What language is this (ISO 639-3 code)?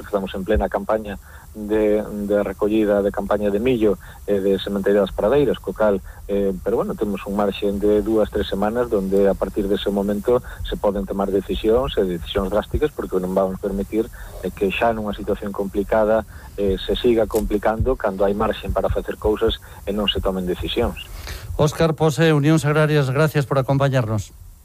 glg